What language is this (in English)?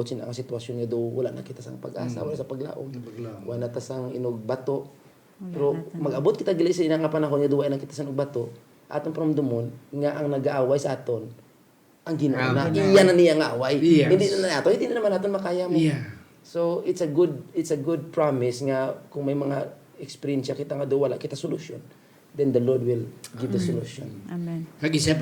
Hiligaynon